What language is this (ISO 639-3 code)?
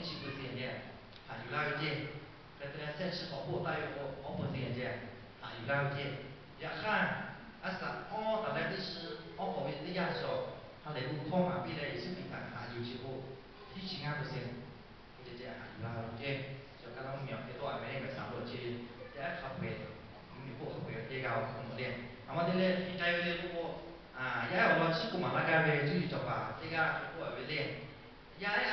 lhu